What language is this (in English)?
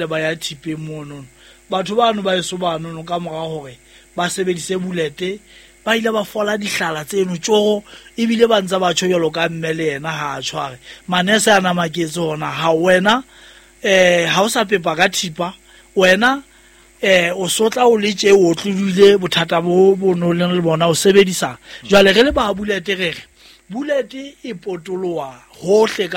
Southern Sotho